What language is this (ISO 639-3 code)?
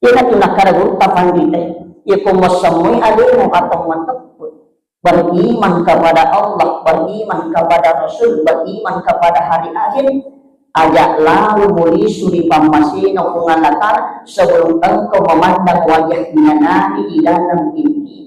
bug